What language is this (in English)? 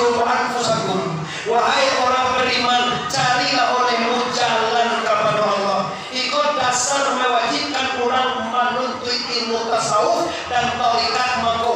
Minangkabau